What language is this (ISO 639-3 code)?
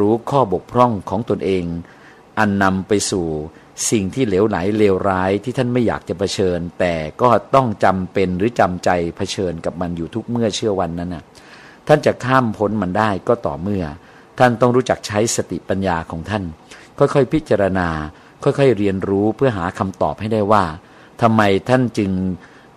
tha